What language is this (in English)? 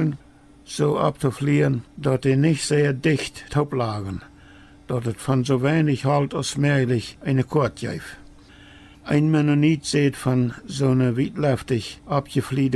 Plautdietsch